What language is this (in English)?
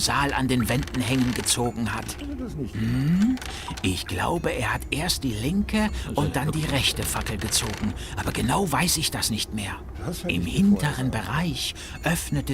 Bavarian